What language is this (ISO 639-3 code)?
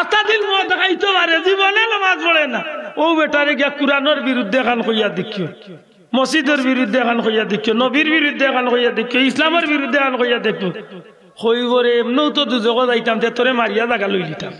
syl